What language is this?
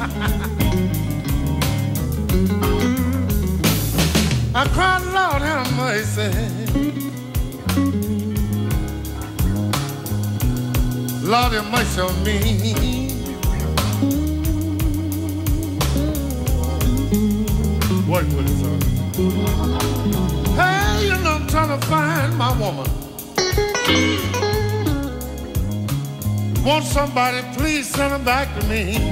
English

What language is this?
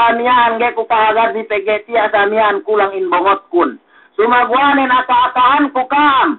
Yakan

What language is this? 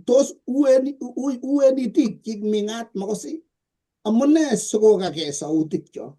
Kalenjin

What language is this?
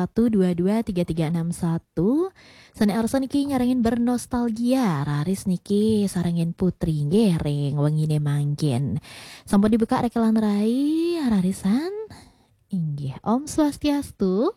Balinese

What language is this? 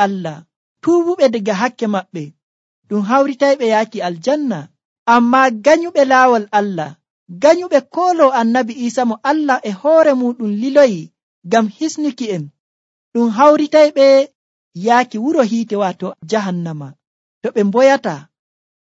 Nigerian Fulfulde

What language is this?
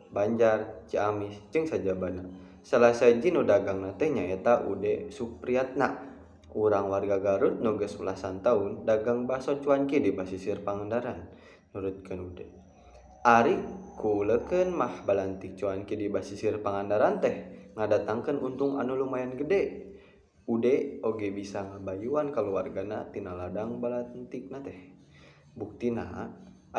Sundanese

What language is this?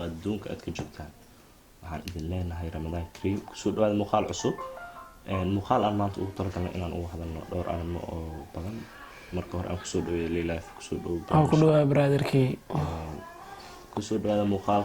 Somali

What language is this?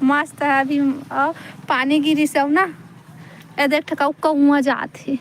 Chhattisgarhi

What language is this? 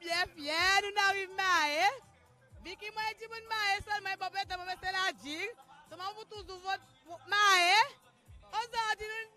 Seselwa Creole French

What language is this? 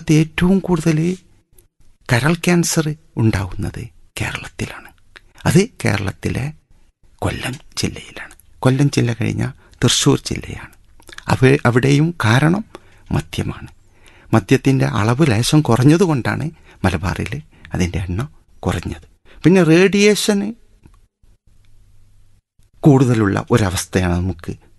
Malayalam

